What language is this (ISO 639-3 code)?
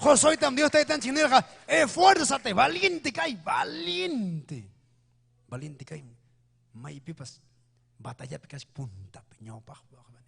quy